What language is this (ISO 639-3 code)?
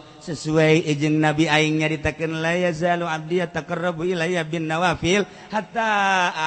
sun